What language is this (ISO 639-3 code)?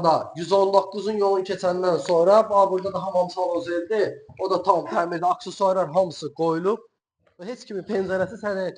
aze